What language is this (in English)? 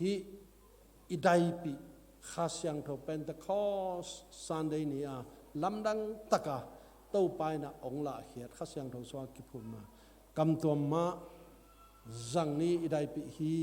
Tedim Chin